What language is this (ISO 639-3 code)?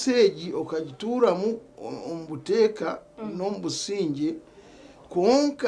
nyn